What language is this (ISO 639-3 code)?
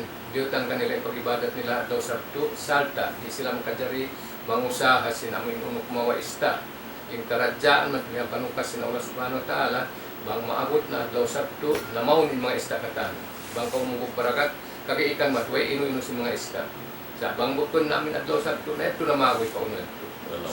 tsg